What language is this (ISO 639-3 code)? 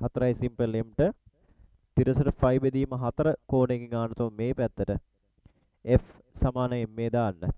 sin